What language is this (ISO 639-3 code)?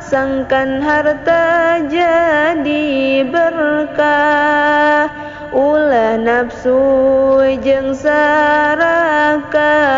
sun